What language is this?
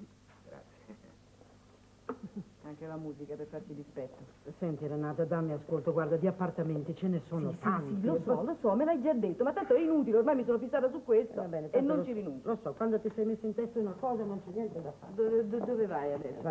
Italian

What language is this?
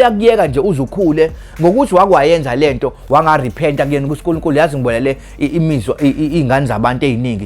Zulu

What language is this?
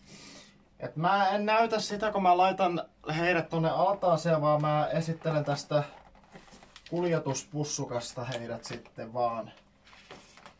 Finnish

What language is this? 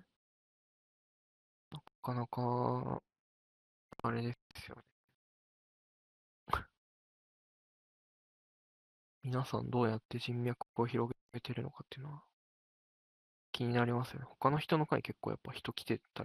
Japanese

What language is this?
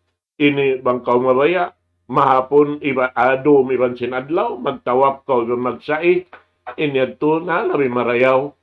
Tausug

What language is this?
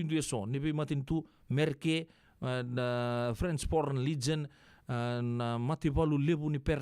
Fijian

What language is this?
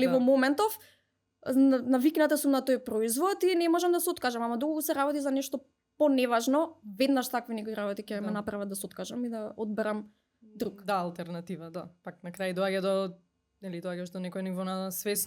Macedonian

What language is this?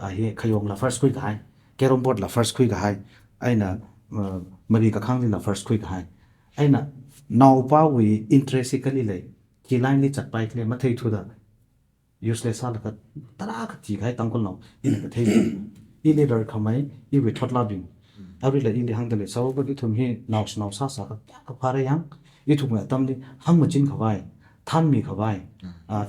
Tangkhul Naga (India)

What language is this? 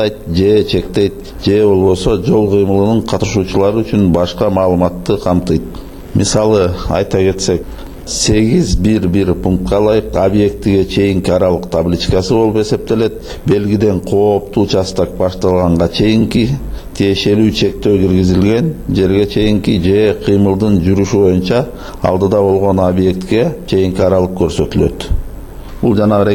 Kyrgyz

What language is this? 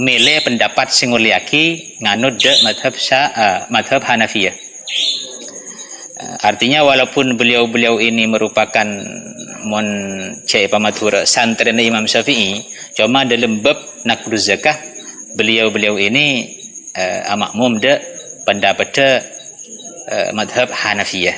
Madurese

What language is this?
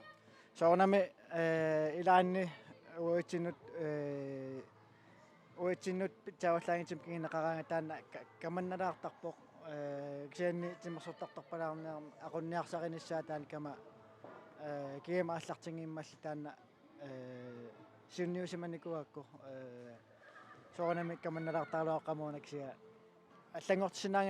Kalaallisut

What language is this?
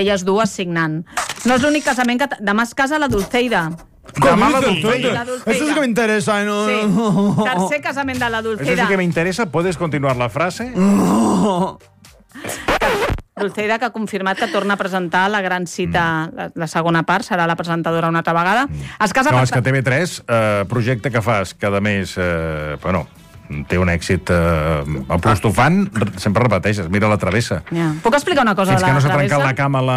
Catalan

